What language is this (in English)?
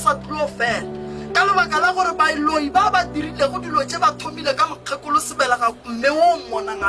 Northern Sotho